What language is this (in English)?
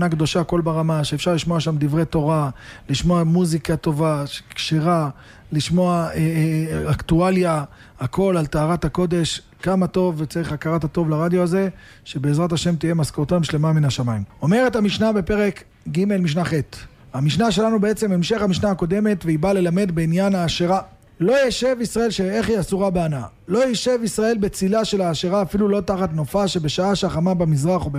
Hebrew